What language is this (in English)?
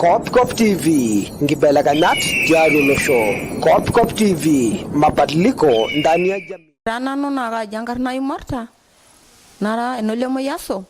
Masai